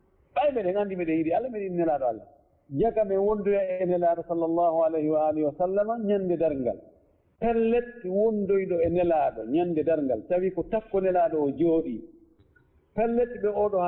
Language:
Fula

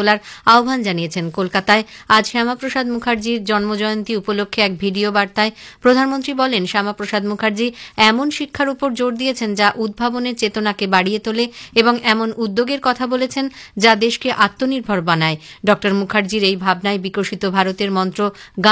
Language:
Bangla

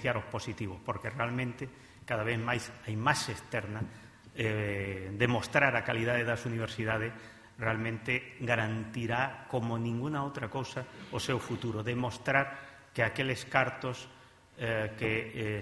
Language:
Galician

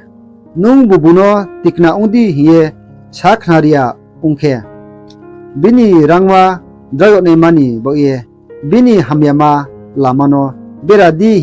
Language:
Riang (India)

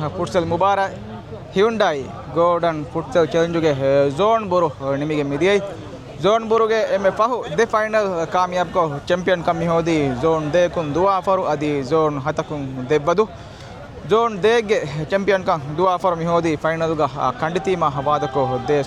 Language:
Divehi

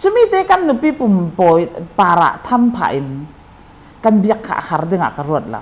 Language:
Falam Chin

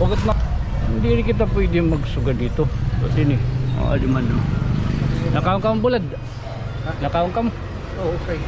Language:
Waray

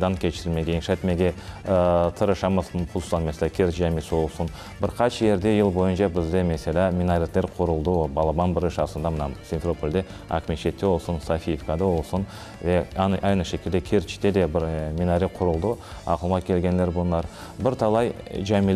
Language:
Crimean Tatar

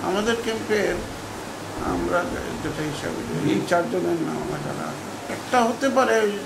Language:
Bangla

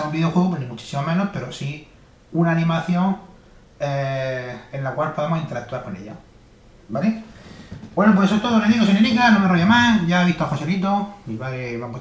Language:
Spanish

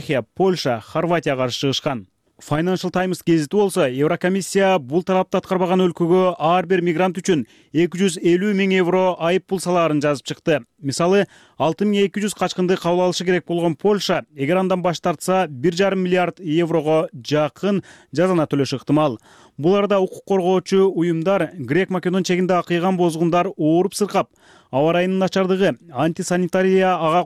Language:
Kyrgyz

